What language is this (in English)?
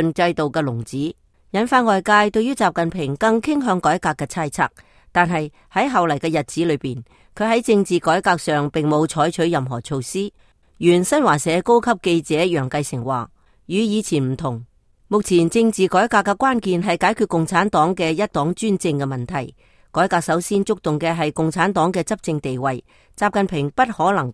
Cantonese